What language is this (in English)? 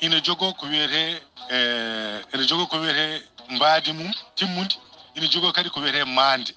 Fula